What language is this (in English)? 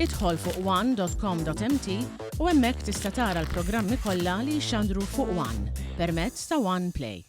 Maltese